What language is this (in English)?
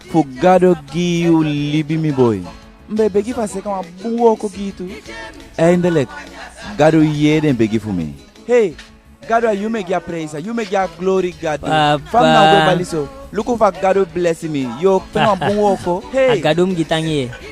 Eastern Maroon Creole